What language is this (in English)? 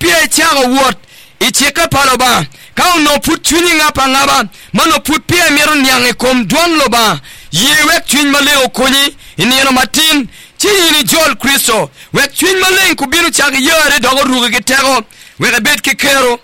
Acoli